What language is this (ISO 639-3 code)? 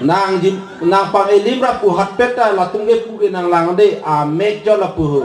mjw